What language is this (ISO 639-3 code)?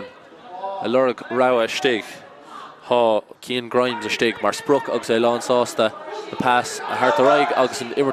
gle